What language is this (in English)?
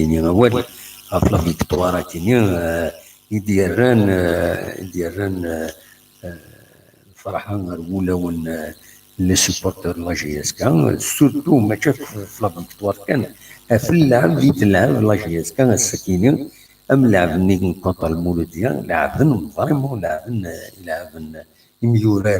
Kabyle